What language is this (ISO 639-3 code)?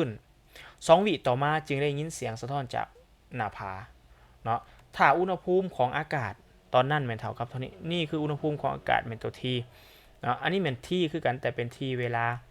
lao